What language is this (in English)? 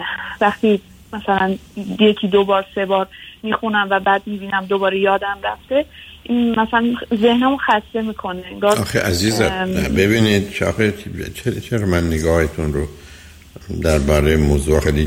Persian